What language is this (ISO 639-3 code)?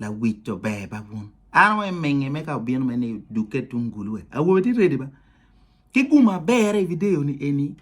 ach